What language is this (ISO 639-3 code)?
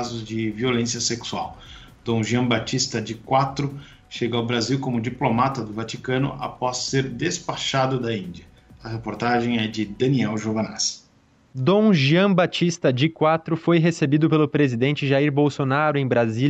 por